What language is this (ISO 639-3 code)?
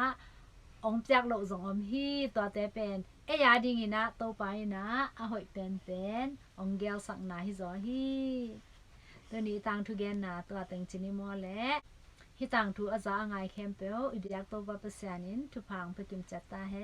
ctd